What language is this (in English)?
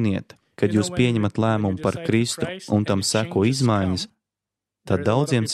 Latvian